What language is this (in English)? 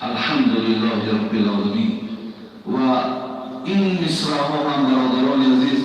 Tajik